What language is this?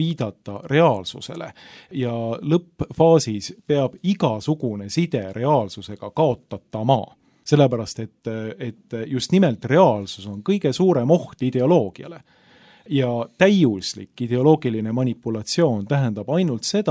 Estonian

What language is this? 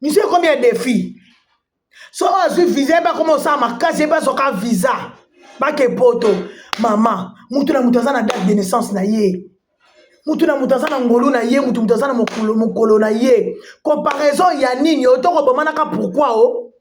Lingala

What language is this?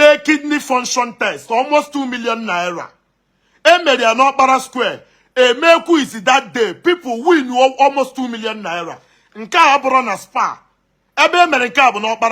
Igbo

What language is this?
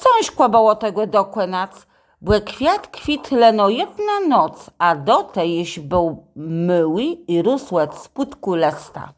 Kashubian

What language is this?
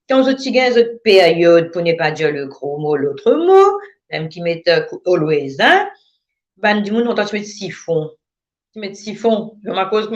Morisyen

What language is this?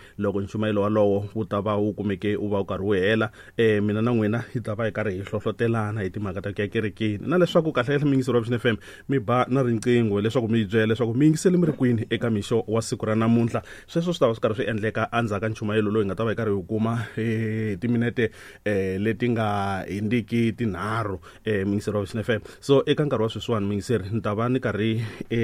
Tsonga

